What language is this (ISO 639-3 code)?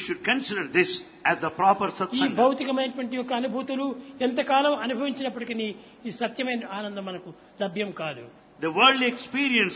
tel